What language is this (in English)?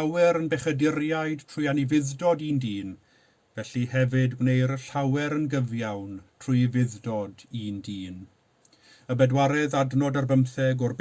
Welsh